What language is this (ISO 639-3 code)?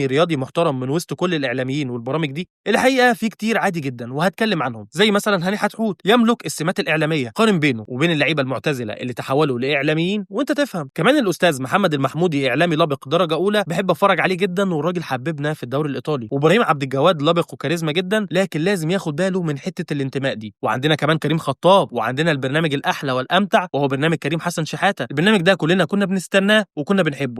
arz